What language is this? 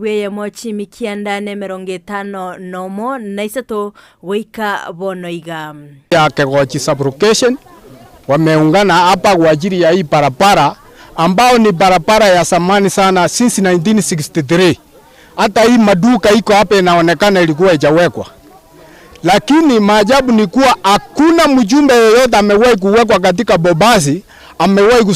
Gusii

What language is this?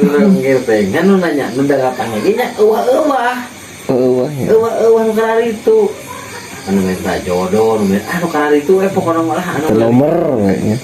Sundanese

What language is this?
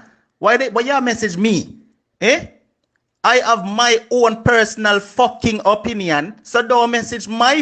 Jamaican Creole English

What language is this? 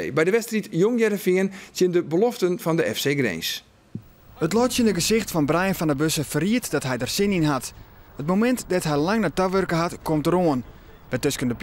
Western Frisian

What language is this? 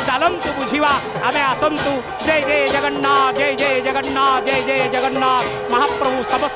Odia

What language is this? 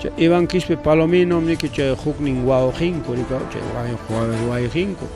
Ayacucho Quechua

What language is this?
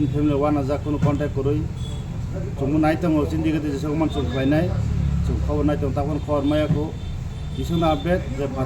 Kok Borok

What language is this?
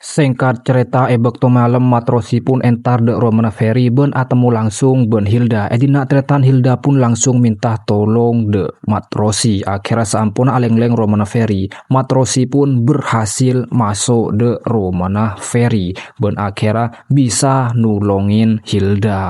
Madurese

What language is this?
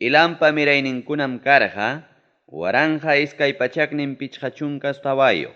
Ayacucho Quechua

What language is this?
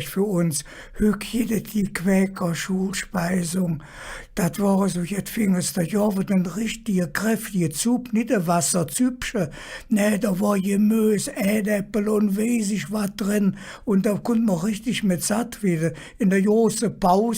Colognian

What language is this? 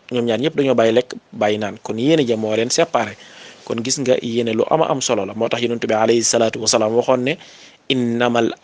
Wolof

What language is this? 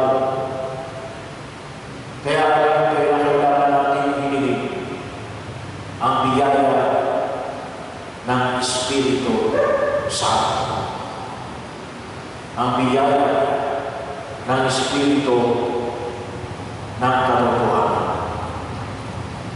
Filipino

